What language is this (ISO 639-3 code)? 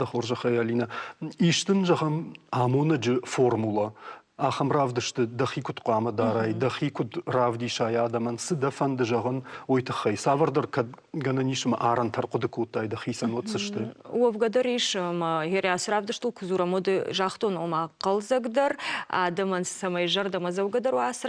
oss